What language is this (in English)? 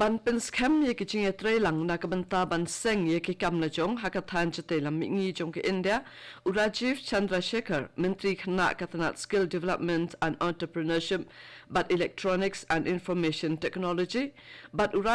Khasi